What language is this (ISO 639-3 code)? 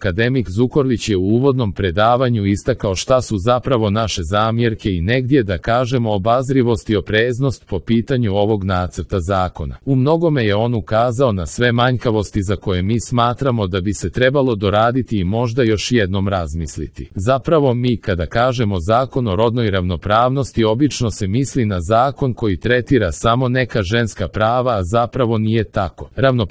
srp